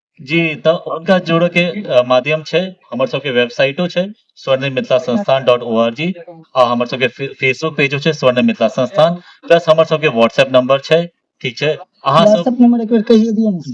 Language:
Maithili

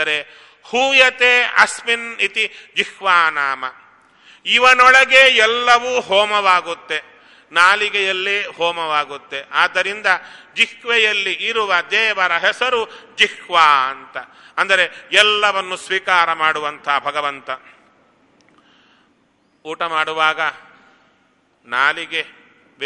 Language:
Kannada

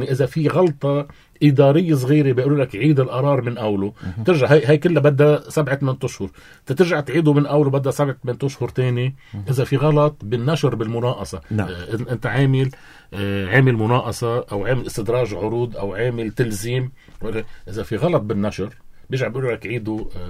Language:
North Levantine Arabic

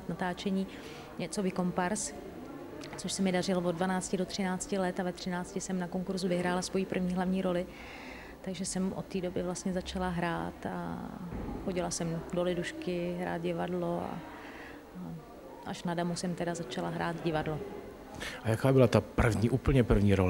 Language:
Czech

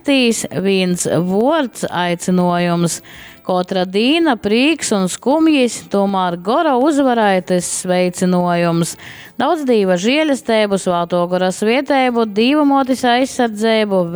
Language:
Latgalian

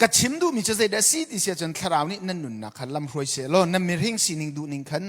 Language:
Hakha Chin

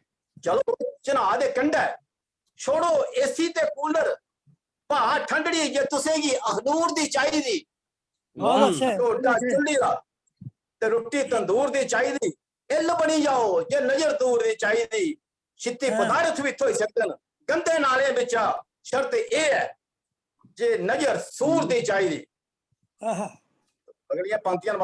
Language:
Dogri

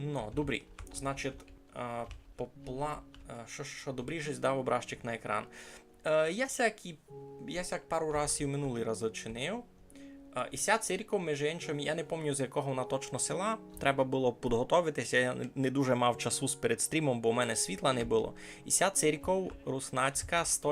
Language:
Rusyn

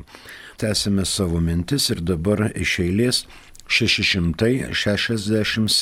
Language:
Lithuanian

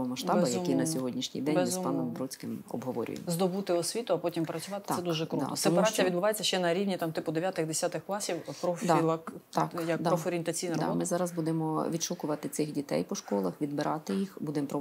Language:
Ukrainian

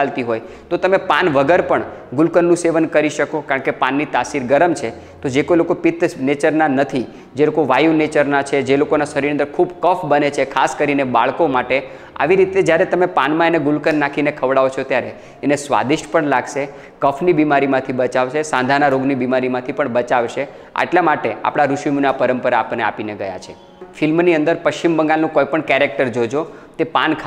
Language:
Gujarati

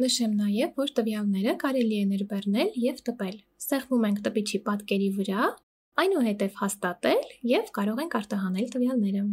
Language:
Armenian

